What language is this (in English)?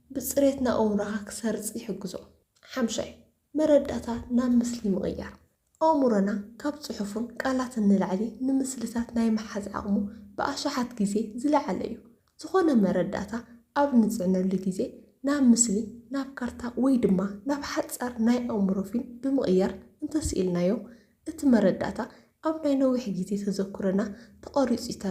Tigrinya